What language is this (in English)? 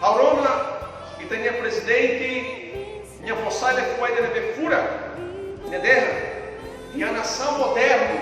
Tetum